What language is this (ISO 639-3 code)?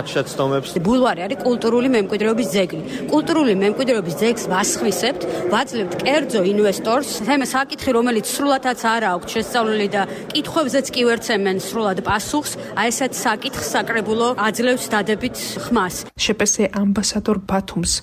kat